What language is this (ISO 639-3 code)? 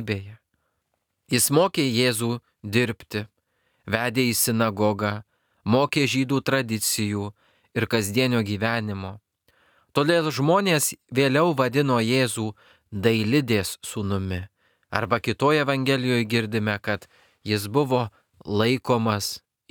lit